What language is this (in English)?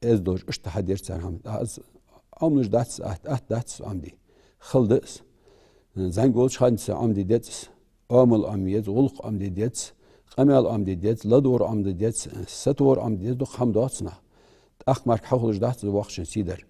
Ingush